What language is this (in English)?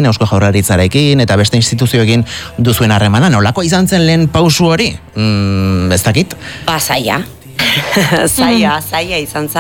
Basque